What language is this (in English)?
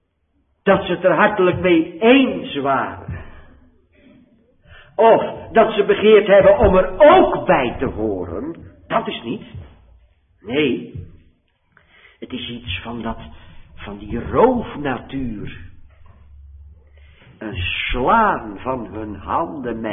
Dutch